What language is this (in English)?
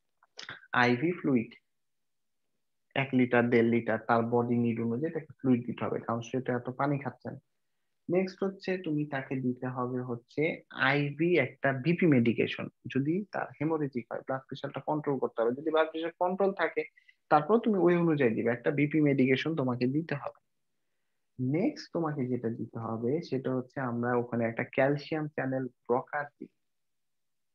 Bangla